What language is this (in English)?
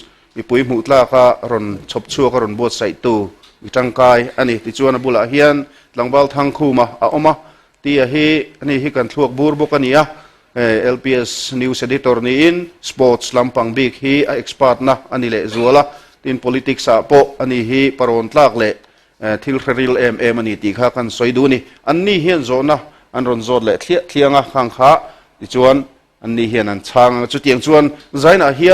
Mizo